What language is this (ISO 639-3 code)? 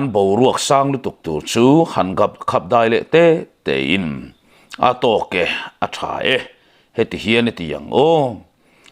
lus